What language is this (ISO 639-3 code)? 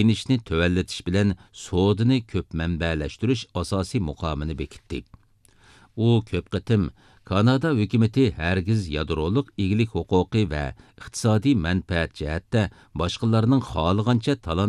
uig